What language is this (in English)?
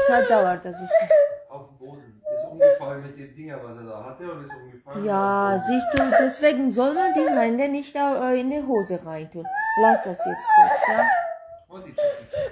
Georgian